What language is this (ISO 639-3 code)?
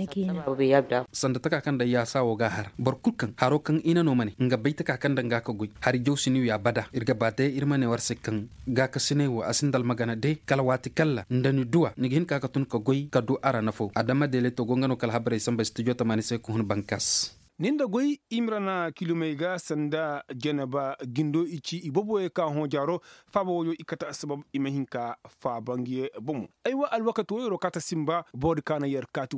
ses